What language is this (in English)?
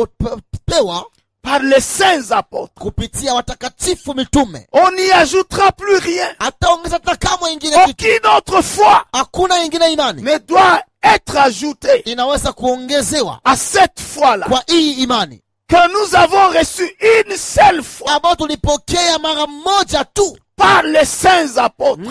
Swahili